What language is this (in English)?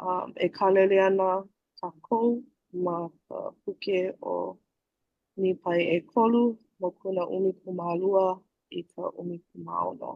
Hawaiian